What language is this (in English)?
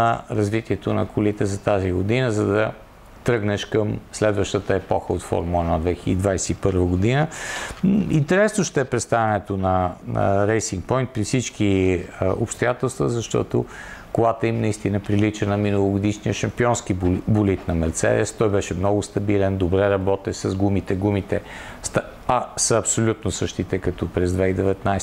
Bulgarian